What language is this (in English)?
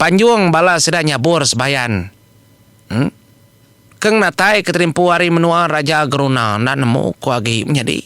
Iban